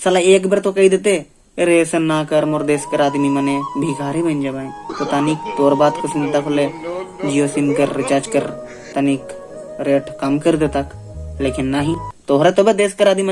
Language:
Sadri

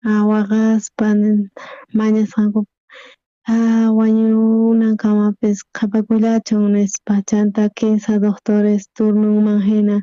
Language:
South Bolivian Quechua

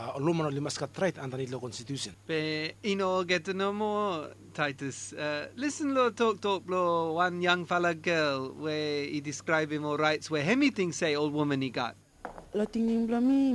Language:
Bislama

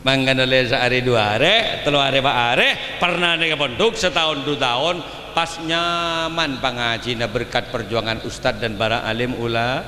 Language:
Madurese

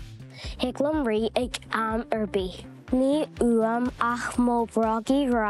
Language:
Irish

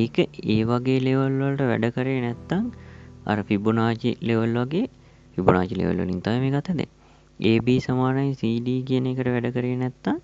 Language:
Sinhala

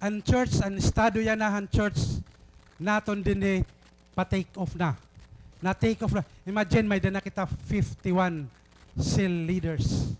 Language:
Waray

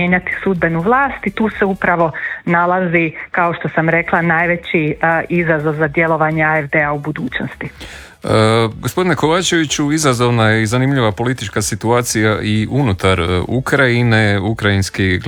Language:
Croatian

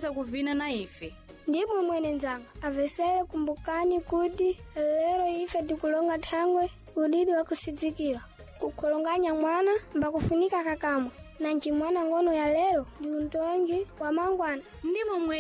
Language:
Sena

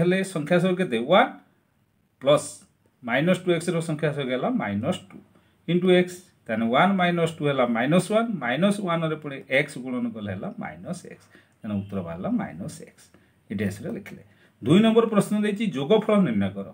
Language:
Odia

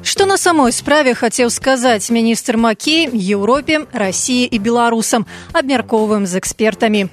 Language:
Belarusian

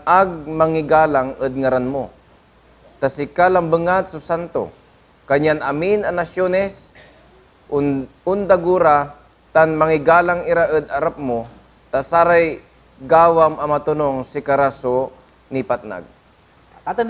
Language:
Pangasinan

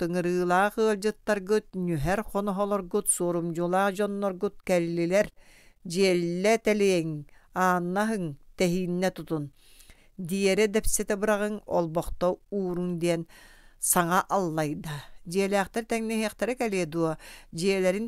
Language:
Yakut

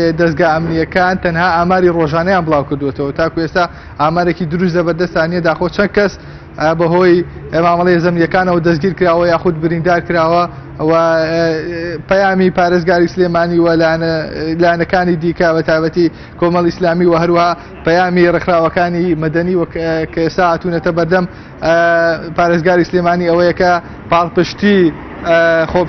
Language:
Central Kurdish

